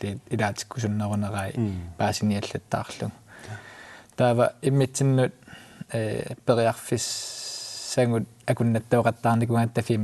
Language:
Kalaallisut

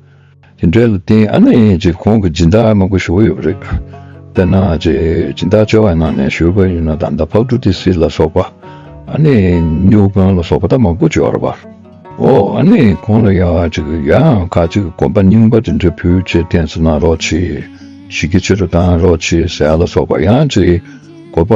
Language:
Tibetan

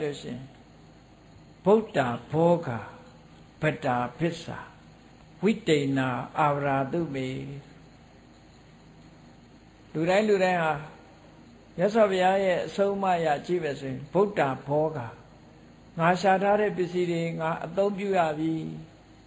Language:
Burmese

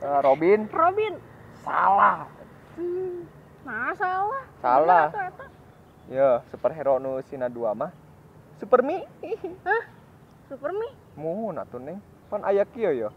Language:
Sundanese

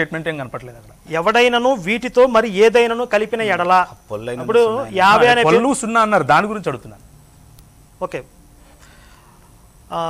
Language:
Telugu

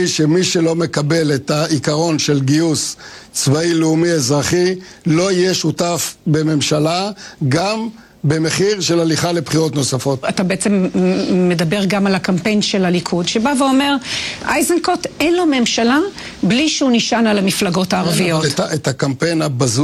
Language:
Hebrew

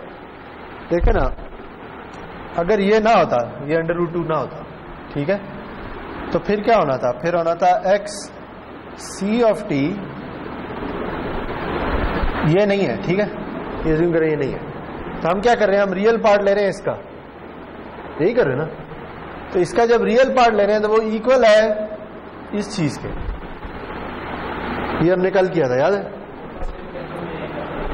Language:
Urdu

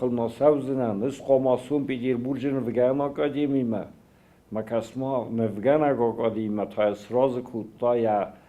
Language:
Ossetic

